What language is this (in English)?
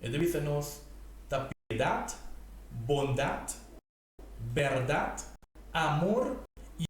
Papiamento